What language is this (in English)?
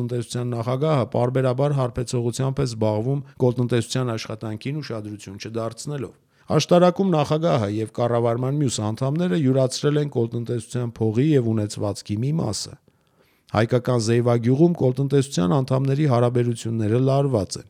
Armenian